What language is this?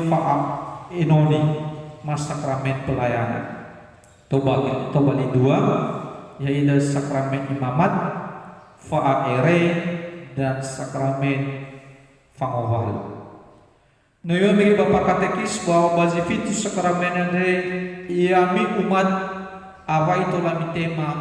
Nias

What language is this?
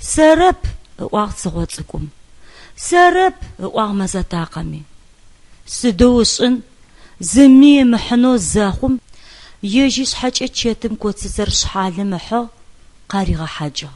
Adyghe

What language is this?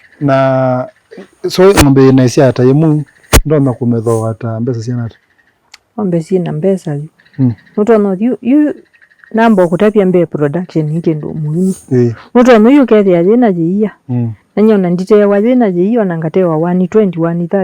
Kamba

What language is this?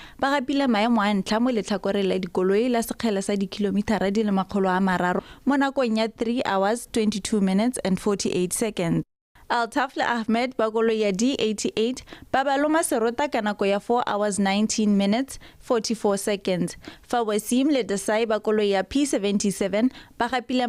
Tswana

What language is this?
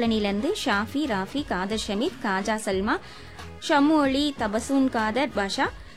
Tamil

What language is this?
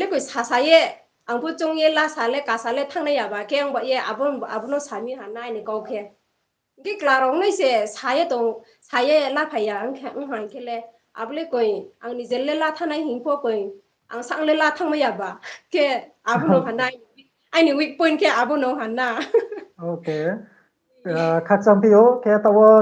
Riang (India)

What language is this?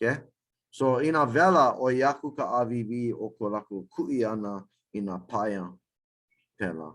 Hawaiian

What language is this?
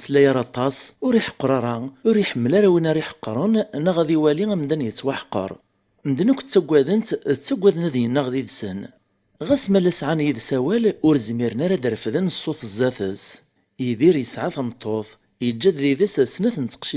Kabyle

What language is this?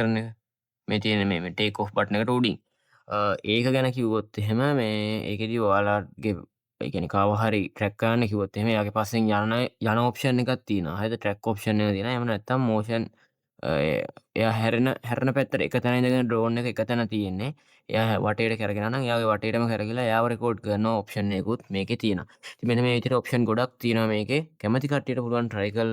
Sinhala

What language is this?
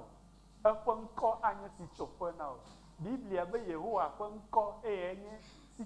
Ewe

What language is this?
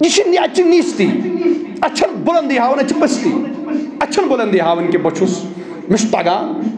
Kashmiri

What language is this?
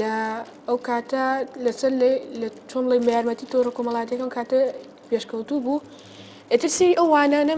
Central Kurdish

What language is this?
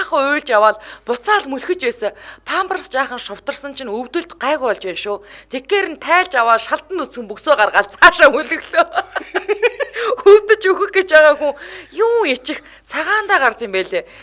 Mongolian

